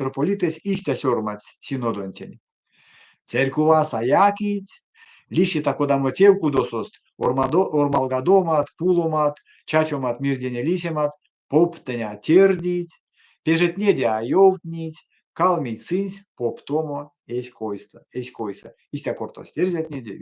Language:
Erzya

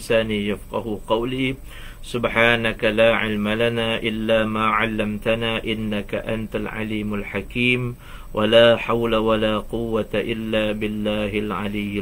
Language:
Malay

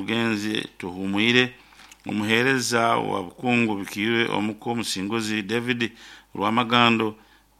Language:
Nyoro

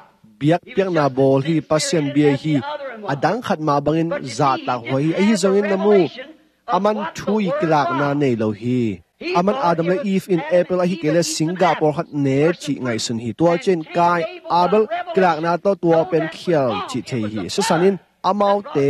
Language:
Tedim Chin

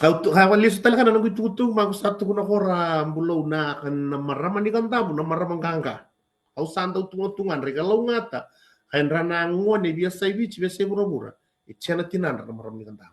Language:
Fijian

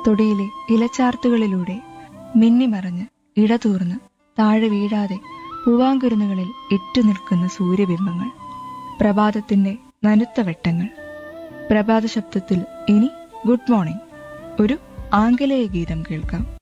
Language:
Malayalam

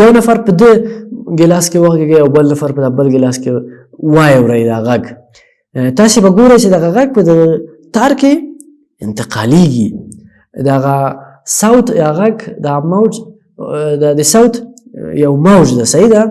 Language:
Pashto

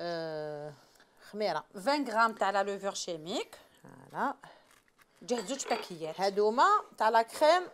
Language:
Algerian Arabic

